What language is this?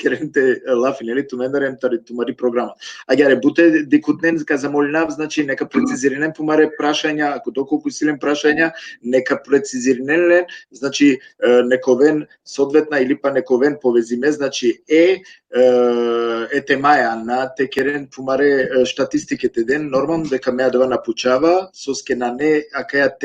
Balkan Romani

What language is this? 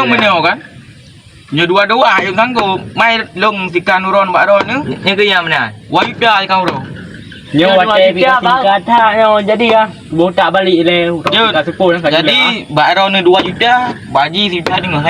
Achinese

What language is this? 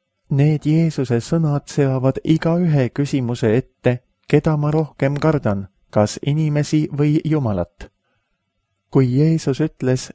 Estonian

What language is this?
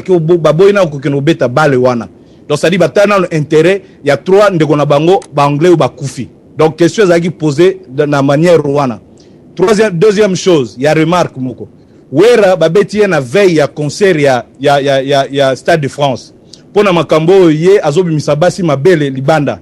Lingala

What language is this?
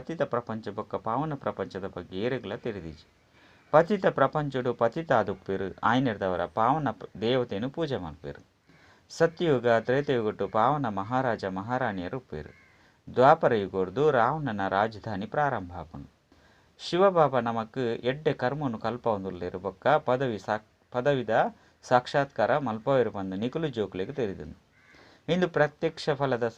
Tulu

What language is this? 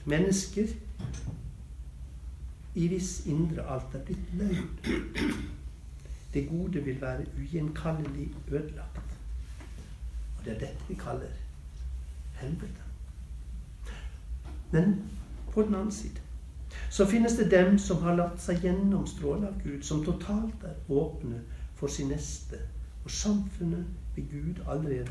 Norwegian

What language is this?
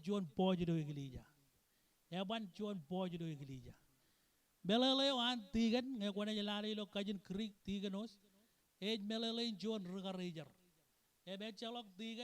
Marshallese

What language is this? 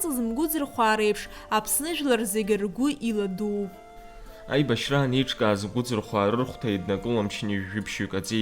Abkhazian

